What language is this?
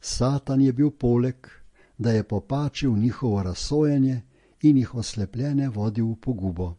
Slovenian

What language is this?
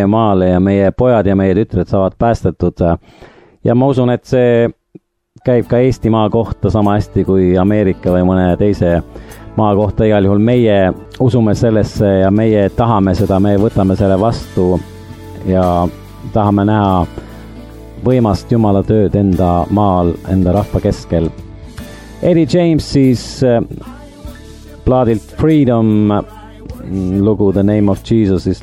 Estonian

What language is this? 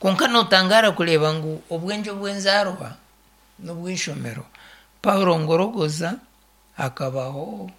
Nyankole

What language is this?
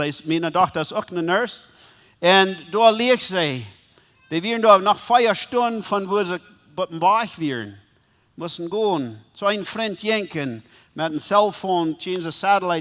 Plautdietsch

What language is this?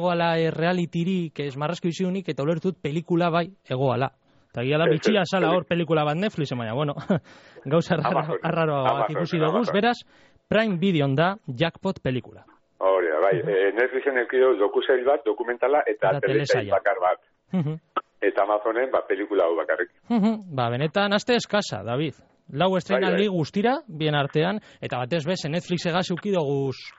Basque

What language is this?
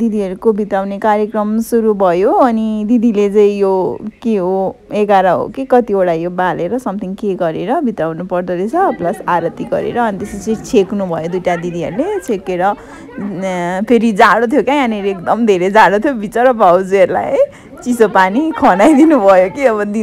Nepali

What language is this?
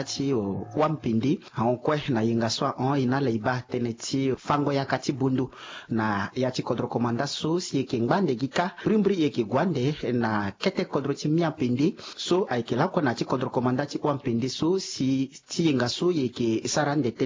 Sango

